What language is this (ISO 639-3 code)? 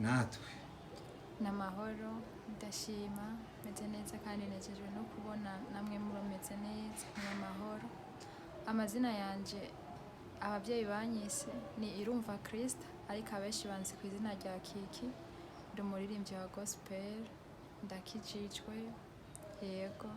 run